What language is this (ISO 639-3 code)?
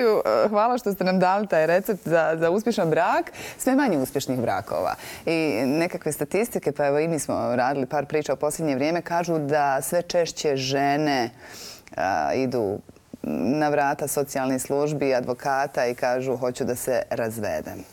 bos